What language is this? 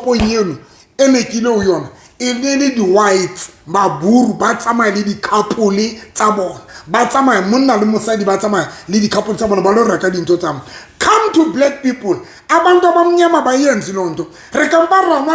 Southern Sotho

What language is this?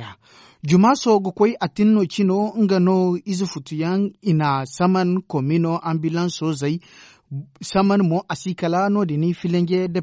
Zarma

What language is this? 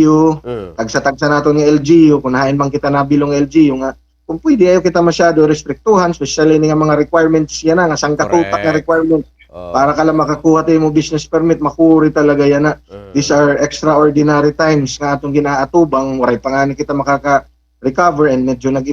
Waray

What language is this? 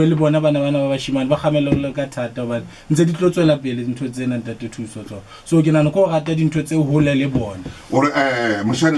Southern Sotho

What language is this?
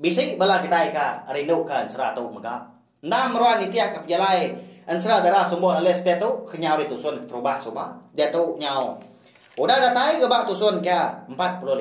Iban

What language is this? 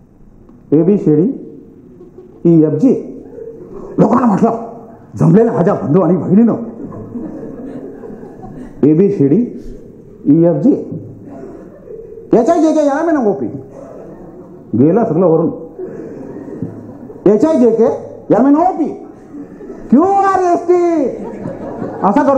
Marathi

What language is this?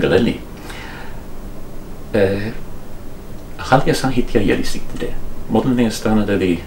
Kannada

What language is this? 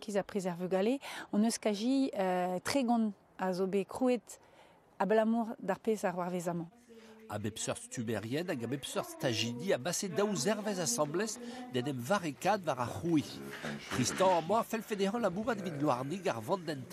Breton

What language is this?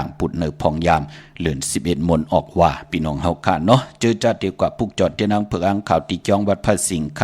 Shan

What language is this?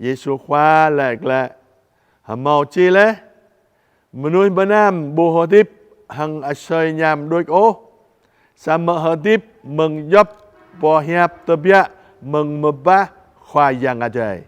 Jarai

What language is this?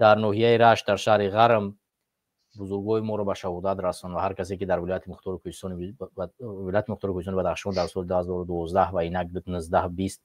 Tajik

